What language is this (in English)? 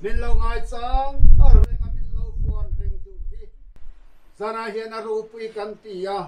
Mizo